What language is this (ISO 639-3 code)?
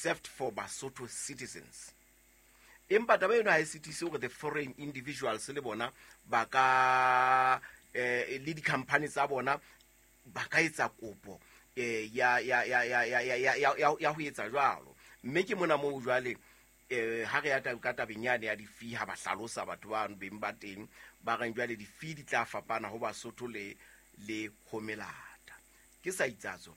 sot